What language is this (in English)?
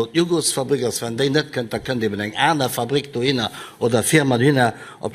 Luxembourgish